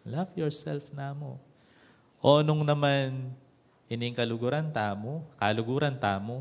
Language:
Pampanga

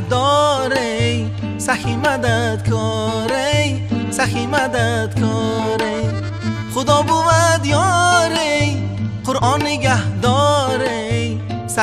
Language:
Persian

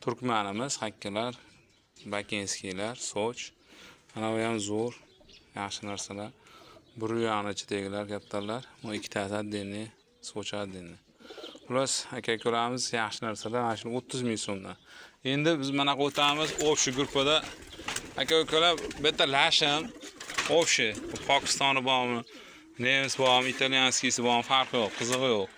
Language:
Uzbek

